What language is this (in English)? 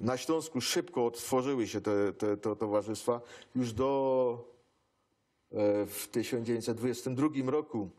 Silesian